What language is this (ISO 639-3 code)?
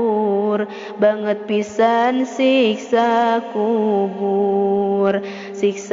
sun